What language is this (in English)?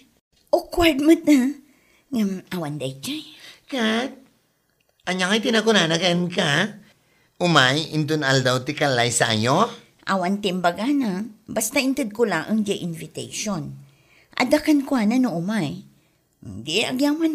Iloko